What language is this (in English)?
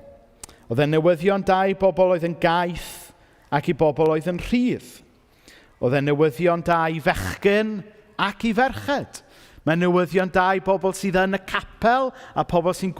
Welsh